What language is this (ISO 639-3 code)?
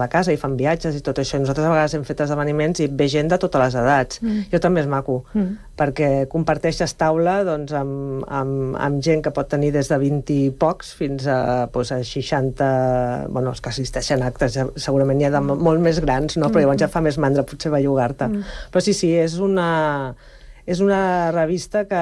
cat